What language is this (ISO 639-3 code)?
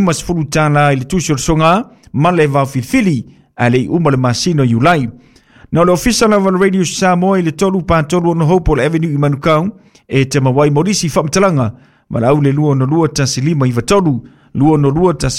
smo